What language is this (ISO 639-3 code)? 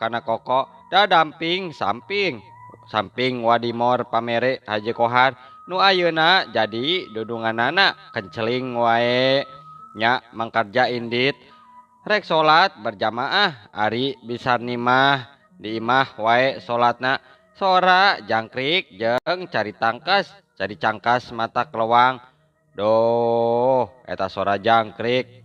sun